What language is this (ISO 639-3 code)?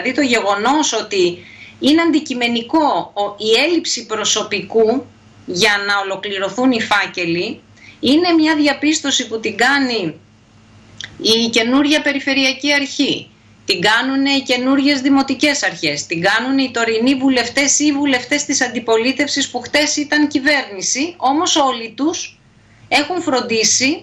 ell